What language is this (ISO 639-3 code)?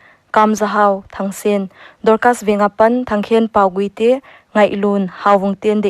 pck